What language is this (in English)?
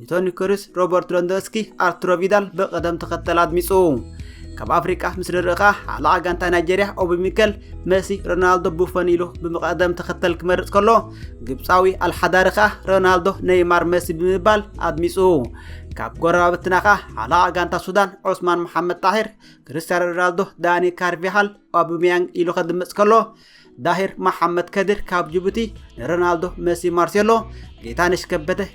Tigrinya